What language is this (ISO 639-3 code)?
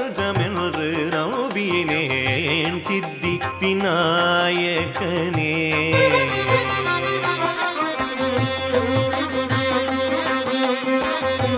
tam